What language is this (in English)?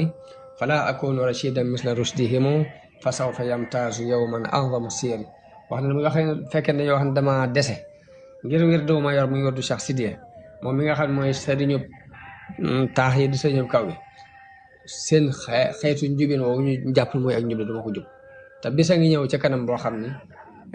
Wolof